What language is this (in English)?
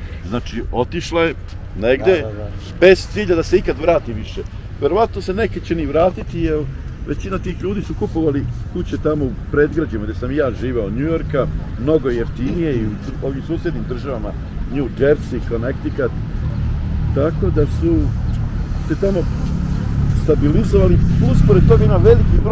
Serbian